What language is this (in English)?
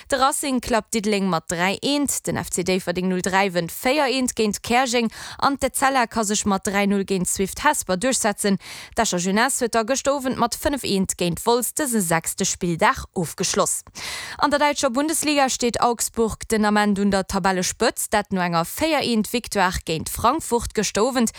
Luxembourgish